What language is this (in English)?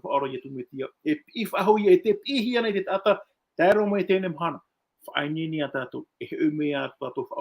Tahitian